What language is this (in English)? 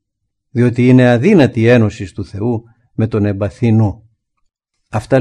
Greek